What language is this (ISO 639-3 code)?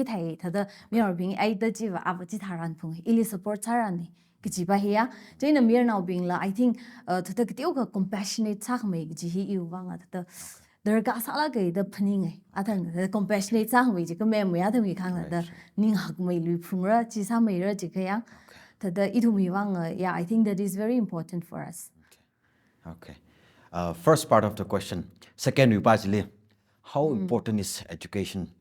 nmf